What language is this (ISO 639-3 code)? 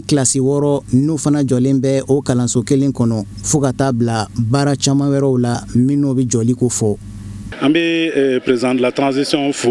bam